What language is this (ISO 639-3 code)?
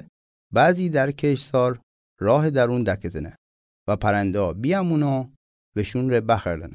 mzn